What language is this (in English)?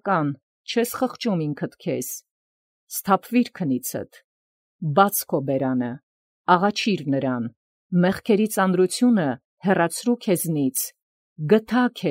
Armenian